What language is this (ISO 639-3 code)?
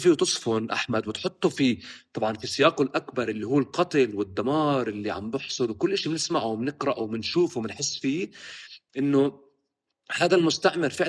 apc